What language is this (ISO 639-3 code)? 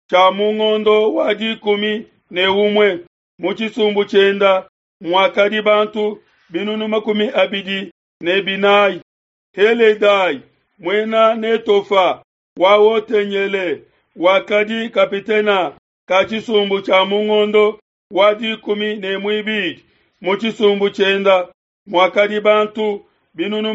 lua